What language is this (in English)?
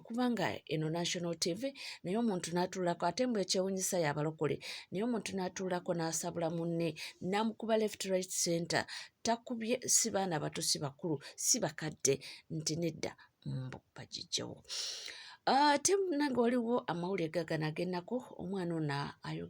Ganda